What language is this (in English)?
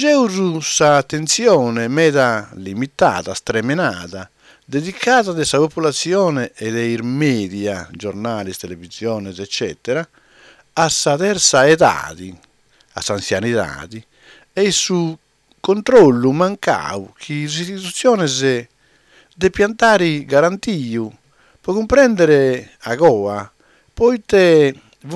Sardinian